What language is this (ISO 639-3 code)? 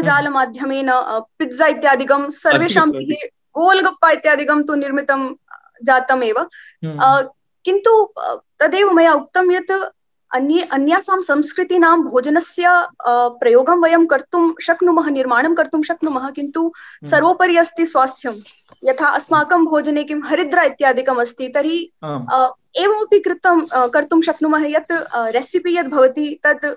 san